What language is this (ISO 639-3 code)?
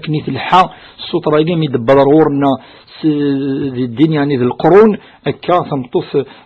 kab